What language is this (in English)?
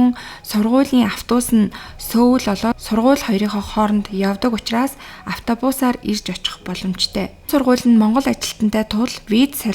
Mongolian